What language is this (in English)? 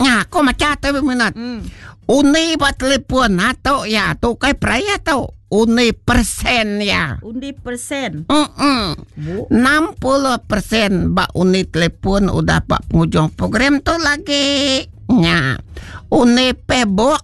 Iban